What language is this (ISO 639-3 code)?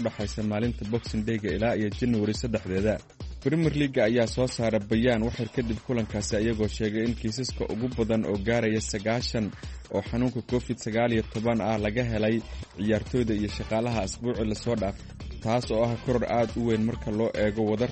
som